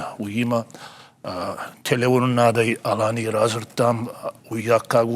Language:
Ossetic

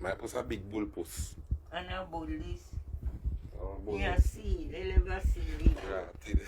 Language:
Jamaican Creole English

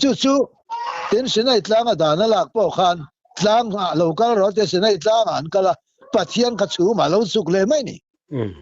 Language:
Mizo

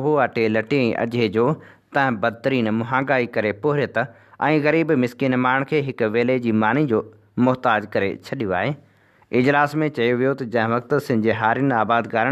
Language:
Sindhi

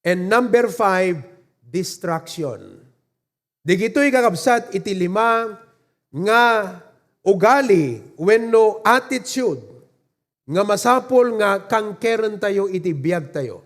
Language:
Iloko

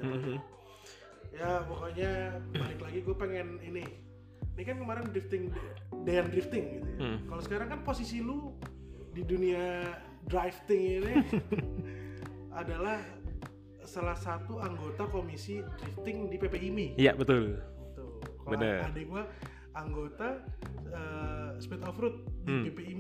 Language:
Indonesian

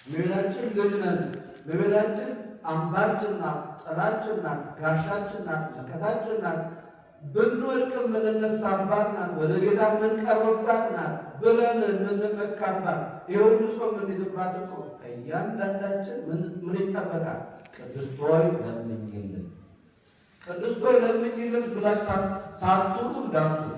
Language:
Amharic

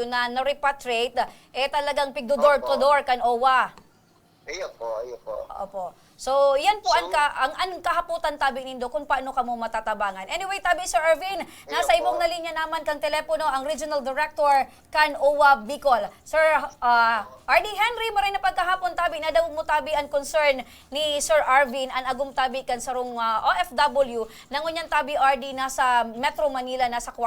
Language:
Bikol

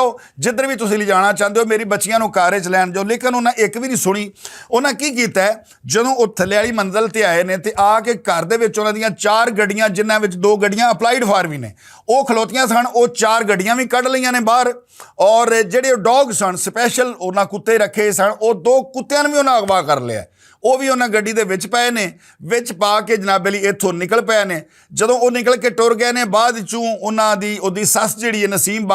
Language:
Western Panjabi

